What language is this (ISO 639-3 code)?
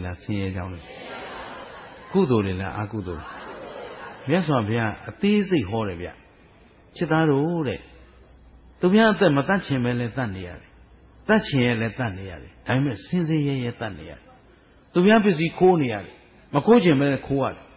mya